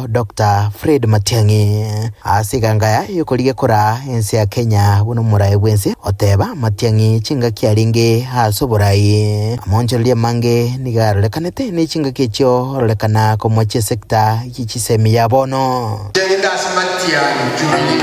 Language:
Gusii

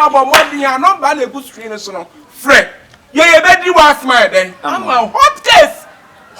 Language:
Akan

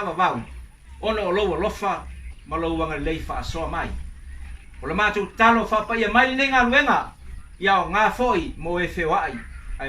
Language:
Samoan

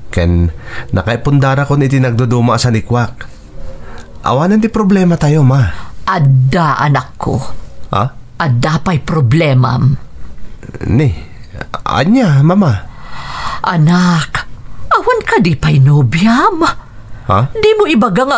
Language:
Iloko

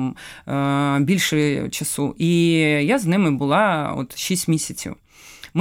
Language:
Ukrainian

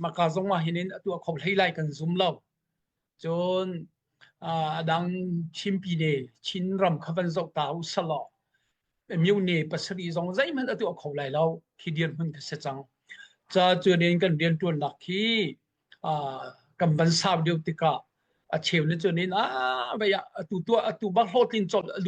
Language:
Hakha Chin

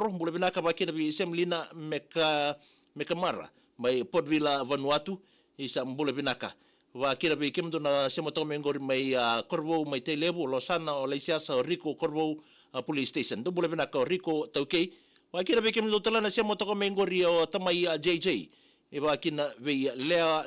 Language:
Fijian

